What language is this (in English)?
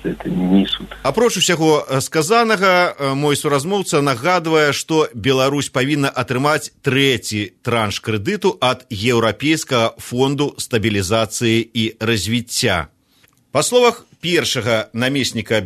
Belarusian